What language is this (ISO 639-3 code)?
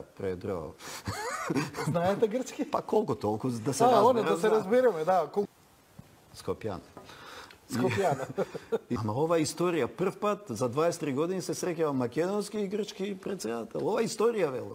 mkd